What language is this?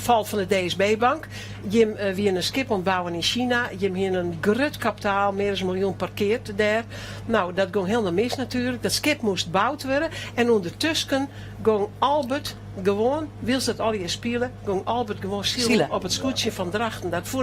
Western Frisian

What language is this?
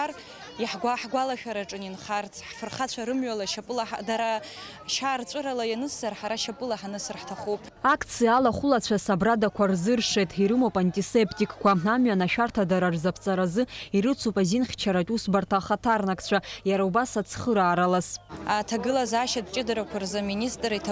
Abkhazian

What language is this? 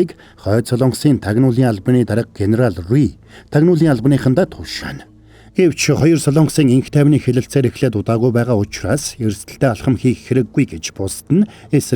Mongolian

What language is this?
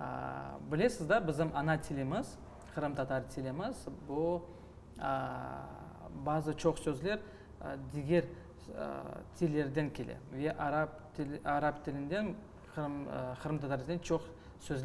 Crimean Tatar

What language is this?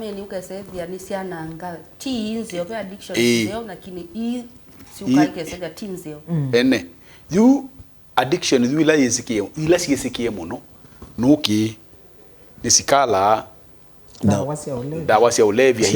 Kamba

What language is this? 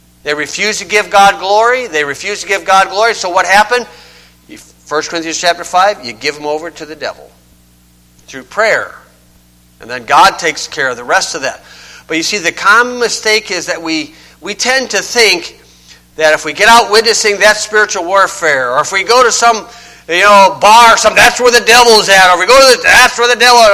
English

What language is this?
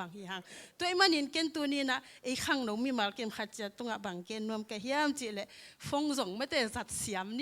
Tedim Chin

